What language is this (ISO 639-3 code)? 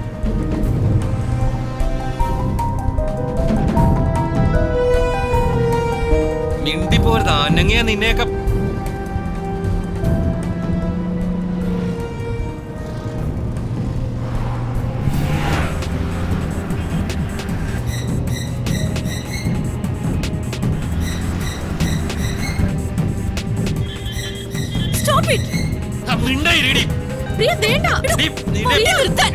mal